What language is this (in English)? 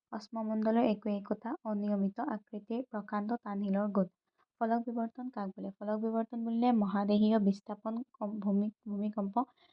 Assamese